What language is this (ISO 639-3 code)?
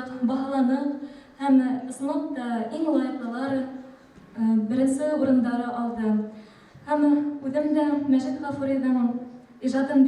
bak